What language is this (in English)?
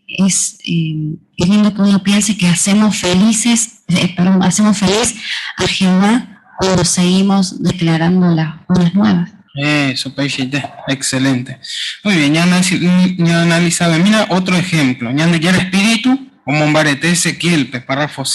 Guarani